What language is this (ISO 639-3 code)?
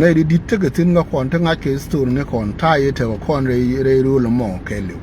nus